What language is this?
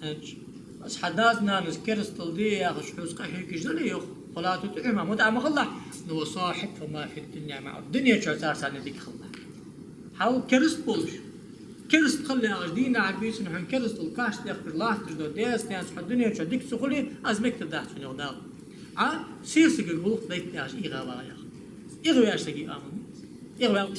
Ingush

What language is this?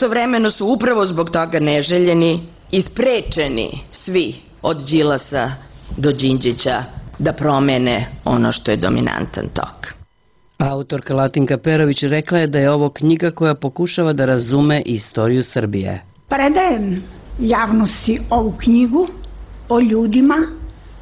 Serbian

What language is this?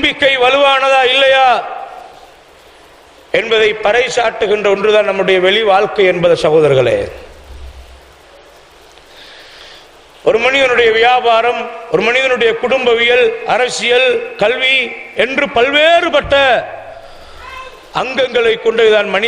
Tamil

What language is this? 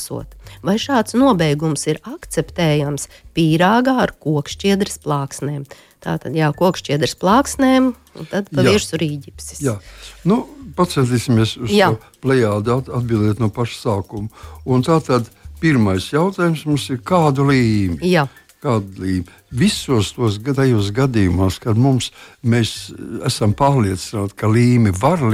Latvian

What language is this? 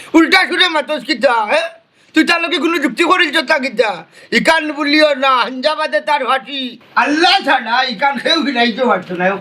Sylheti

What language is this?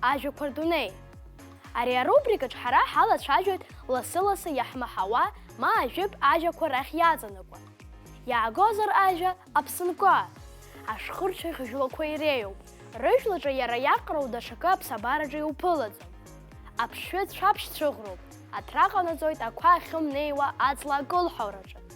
Abkhazian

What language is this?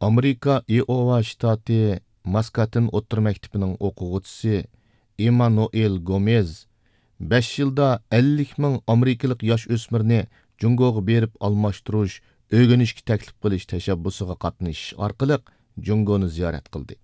Uyghur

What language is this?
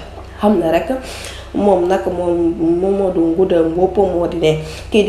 Wolof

